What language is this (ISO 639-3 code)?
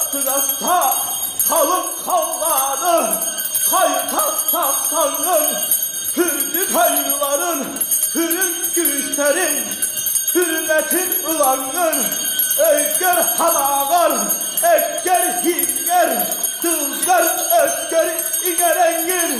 sah